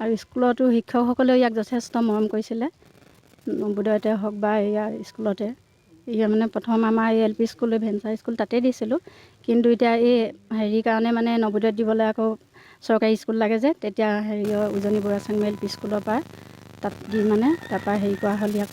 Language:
Assamese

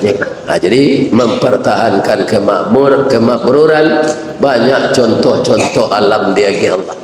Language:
Minangkabau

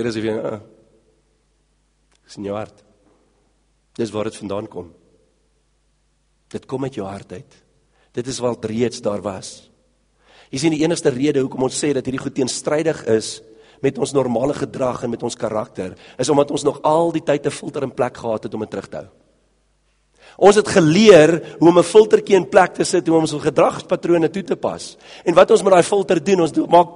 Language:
Afrikaans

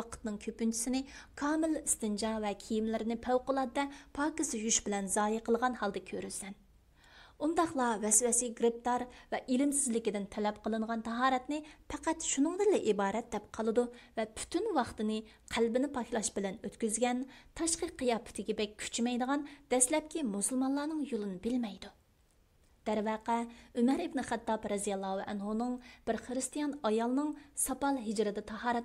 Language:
Uyghur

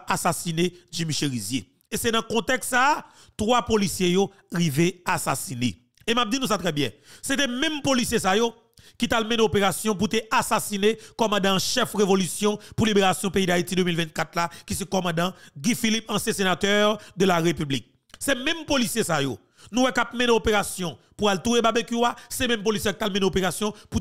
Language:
Haitian Creole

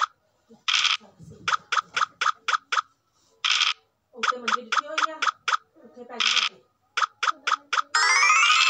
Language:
Punjabi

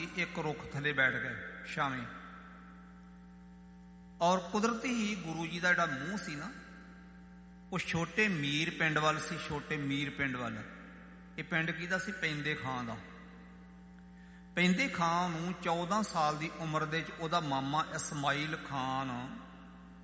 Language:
Punjabi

